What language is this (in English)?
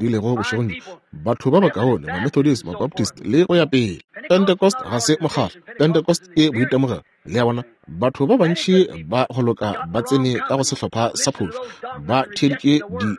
Northern Sotho